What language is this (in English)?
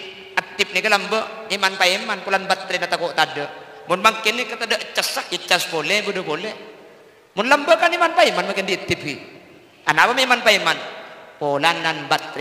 Madurese